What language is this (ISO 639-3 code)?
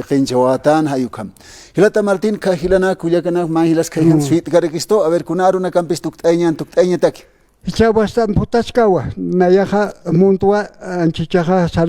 aym